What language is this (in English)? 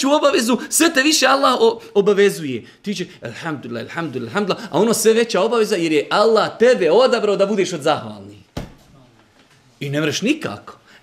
Bosnian